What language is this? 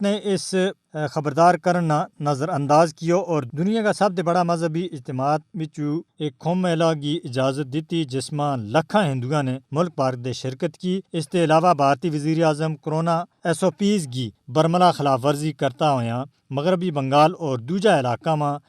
Gujari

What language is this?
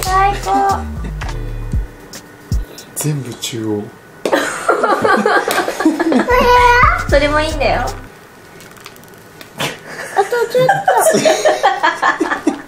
Japanese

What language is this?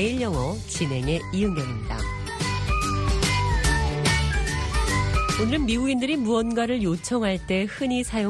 Korean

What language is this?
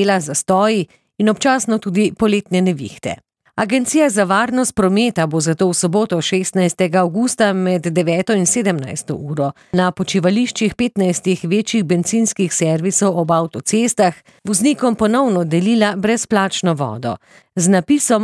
Slovenian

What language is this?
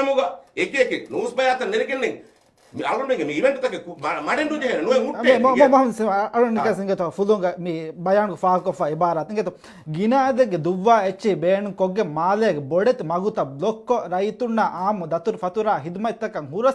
Divehi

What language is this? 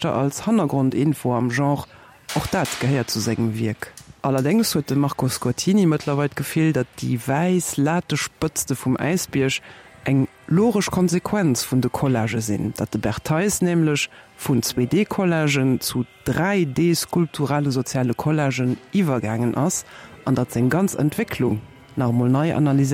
Luxembourgish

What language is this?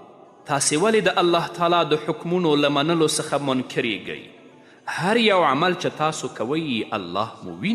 Pashto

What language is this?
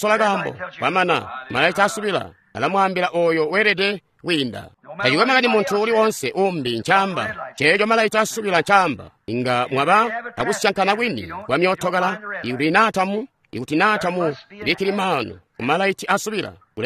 Tonga (Zambia)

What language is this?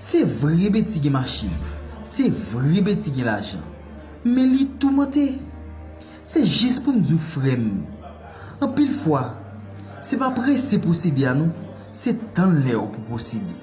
Haitian Creole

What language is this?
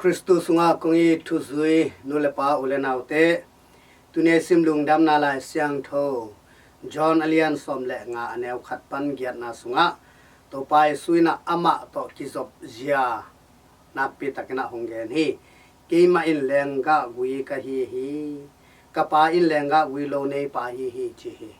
Tedim Chin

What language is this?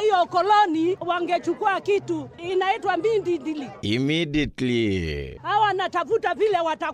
Meru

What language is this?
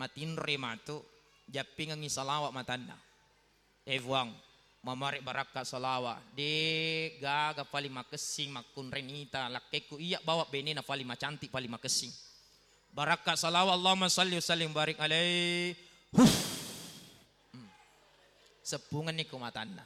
Buginese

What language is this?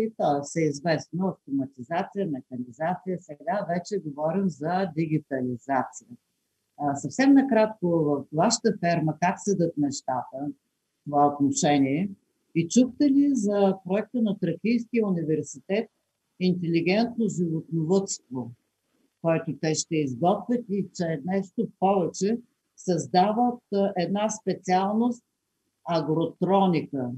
Bulgarian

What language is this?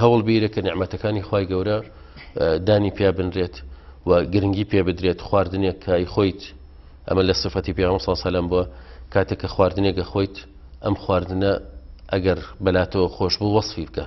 Central Kurdish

